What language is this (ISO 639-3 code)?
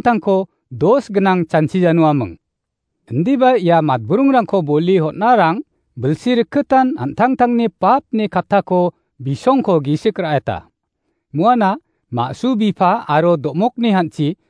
grt